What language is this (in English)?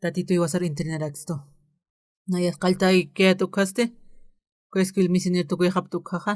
Aymara